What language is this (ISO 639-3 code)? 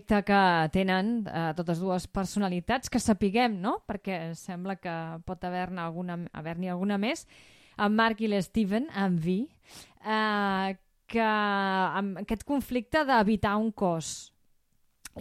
cat